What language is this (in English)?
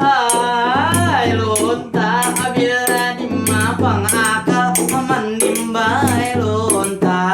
Banjar